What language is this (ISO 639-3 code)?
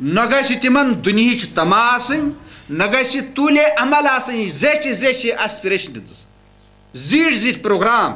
kas